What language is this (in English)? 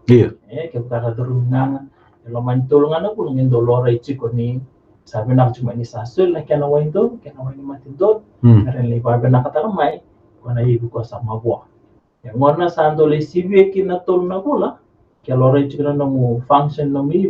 Fijian